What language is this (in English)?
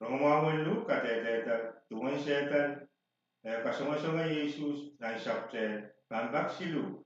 Pohnpeian